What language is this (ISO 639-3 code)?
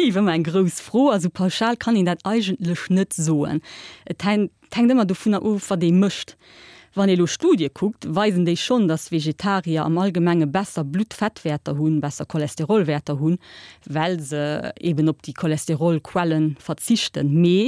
ltz